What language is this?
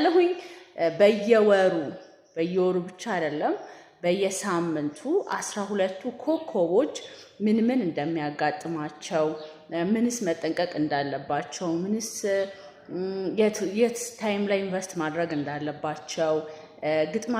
Amharic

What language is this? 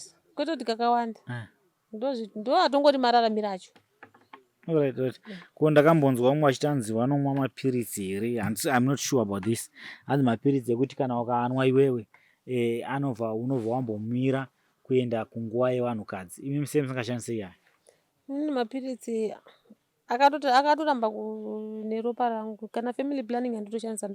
Shona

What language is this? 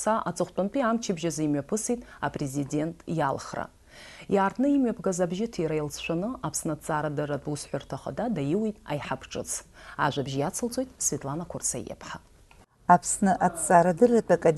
Abkhazian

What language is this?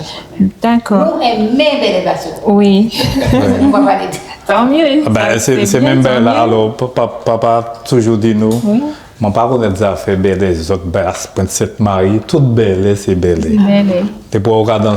Guadeloupean Creole French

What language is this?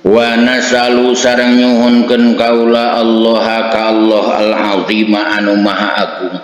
Sundanese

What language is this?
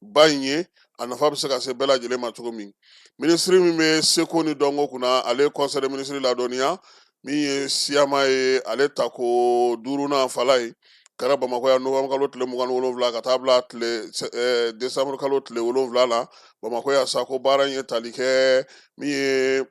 Bambara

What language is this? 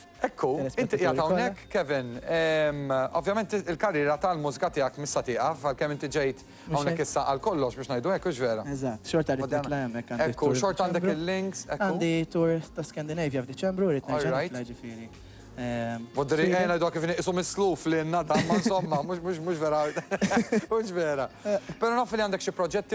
Maltese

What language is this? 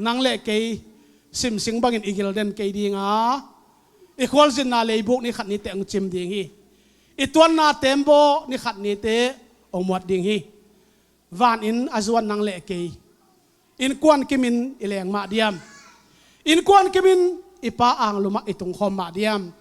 Tedim Chin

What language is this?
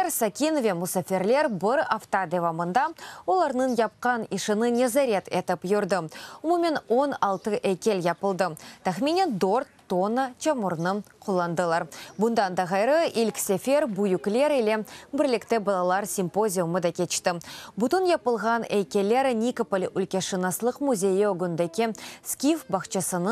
Crimean Tatar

